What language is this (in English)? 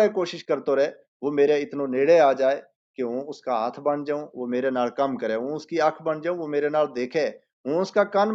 Gujari